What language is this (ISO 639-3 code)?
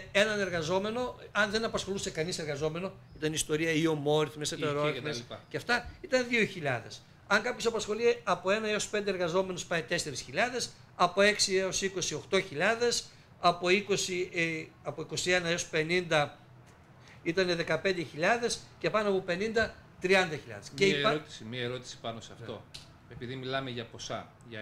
ell